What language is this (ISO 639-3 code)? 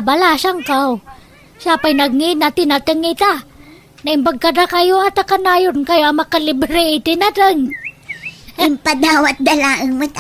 ilo